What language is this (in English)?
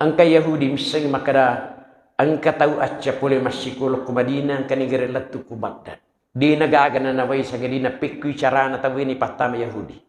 Buginese